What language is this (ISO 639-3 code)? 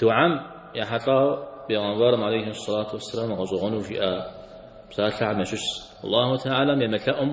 kbd